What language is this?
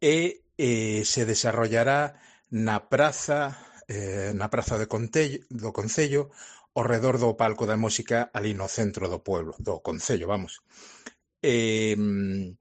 Galician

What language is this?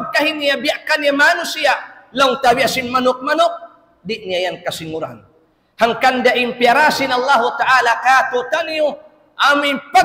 Tausug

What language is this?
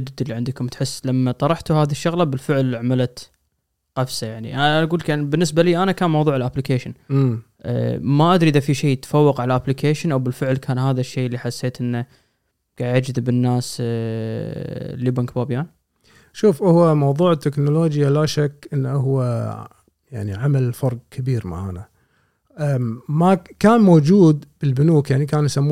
Gulf Arabic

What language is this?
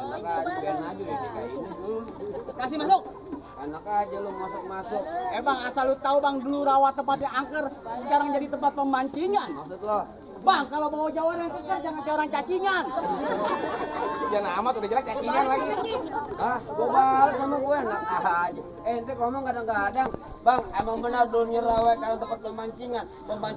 Betawi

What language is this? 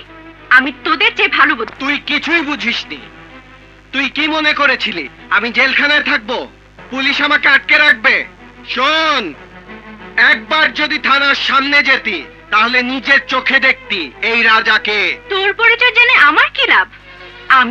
Bangla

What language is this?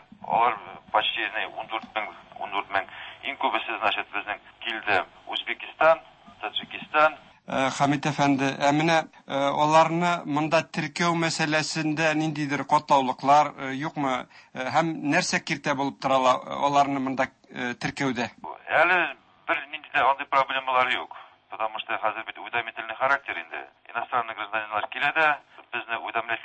Tatar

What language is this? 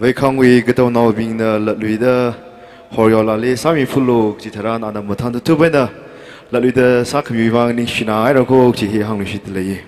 Tangkhul Naga (India)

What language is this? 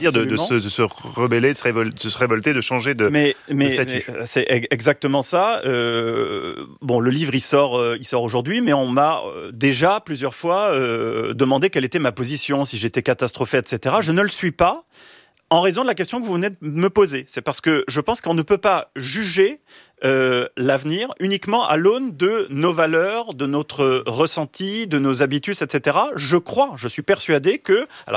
French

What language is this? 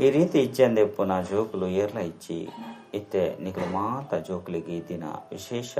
Tulu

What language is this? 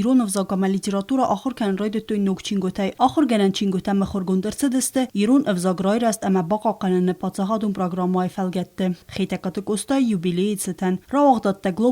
Ossetic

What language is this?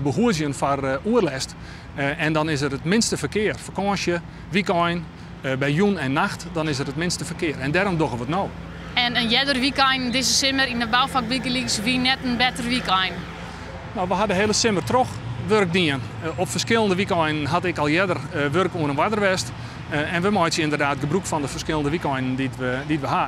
Western Frisian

